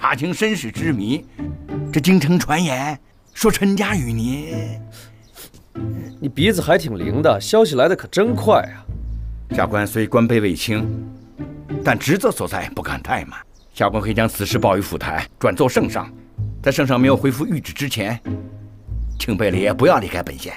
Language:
Chinese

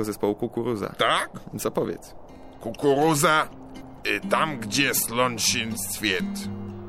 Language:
Polish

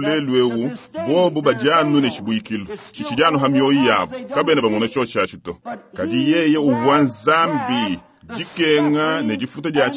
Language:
Luba-Lulua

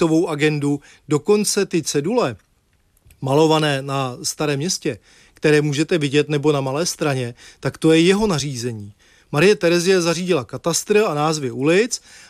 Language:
Czech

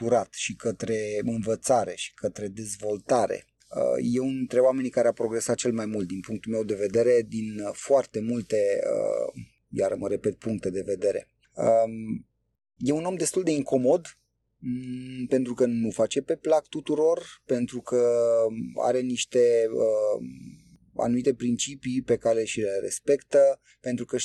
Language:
Romanian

